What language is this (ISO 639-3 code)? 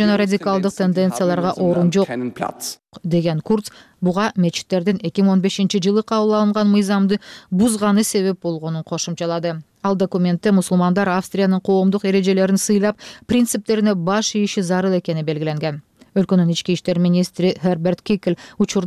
kir